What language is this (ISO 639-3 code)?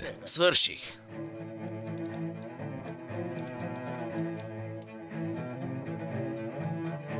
bul